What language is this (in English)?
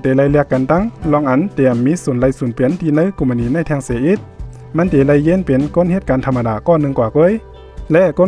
Shan